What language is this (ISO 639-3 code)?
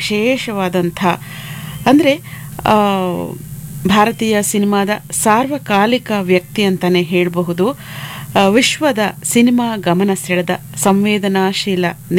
kan